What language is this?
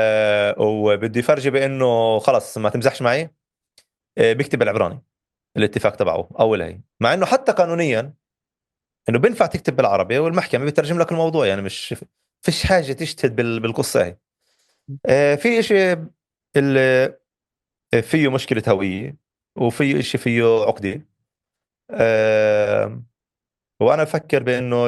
North Levantine Arabic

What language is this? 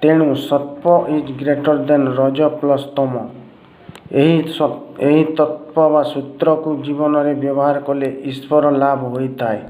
Odia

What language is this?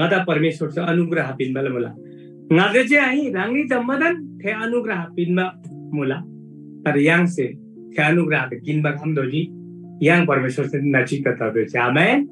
Eastern Tamang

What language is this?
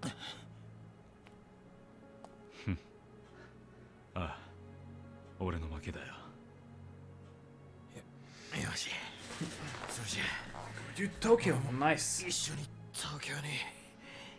Japanese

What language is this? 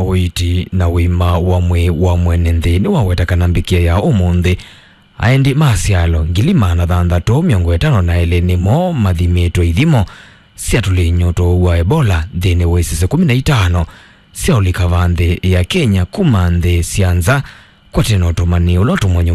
Kamba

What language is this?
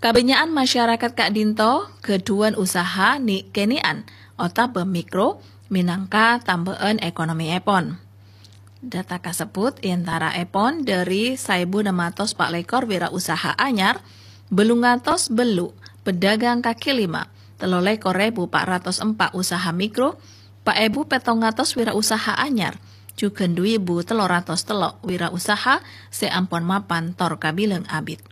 Madurese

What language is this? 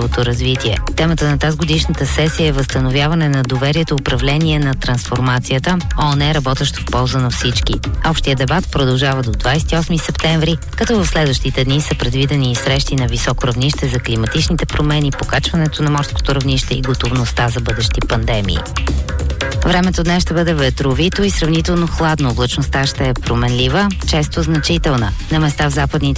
Bulgarian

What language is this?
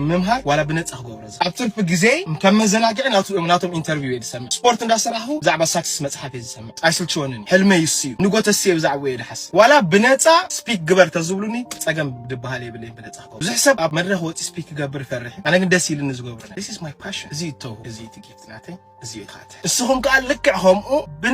Tigrinya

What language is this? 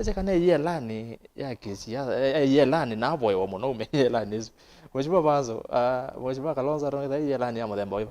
Kamba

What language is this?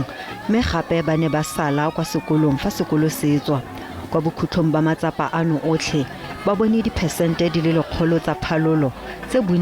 Tswana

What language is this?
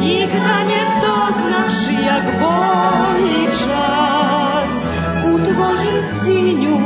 Rusyn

